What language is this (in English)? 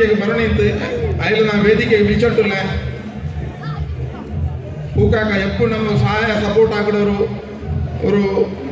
Kannada